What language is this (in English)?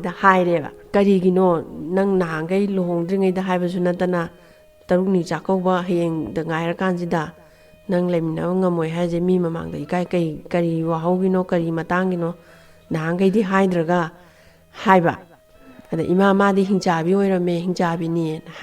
Manipuri